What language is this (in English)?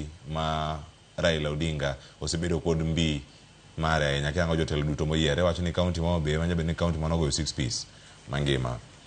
Luo (Kenya and Tanzania)